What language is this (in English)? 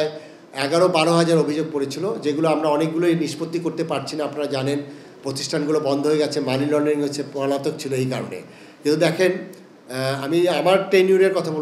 Bangla